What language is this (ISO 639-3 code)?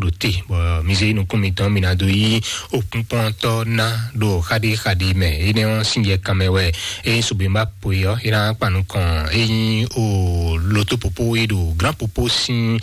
fon